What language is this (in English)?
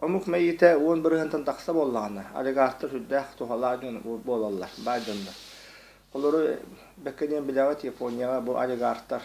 Yakut